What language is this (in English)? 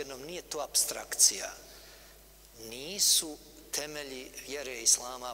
Bosnian